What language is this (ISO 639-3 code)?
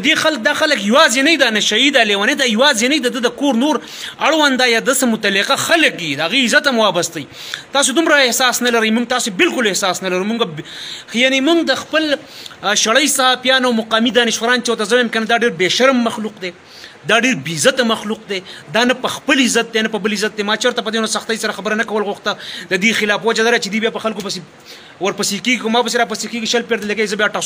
pus